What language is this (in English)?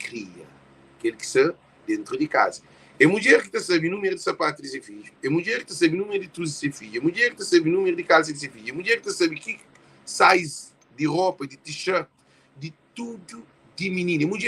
Kabuverdianu